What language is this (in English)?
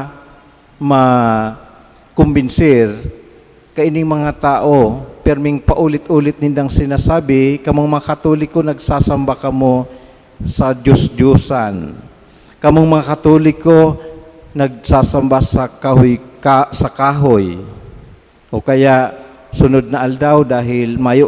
Bikol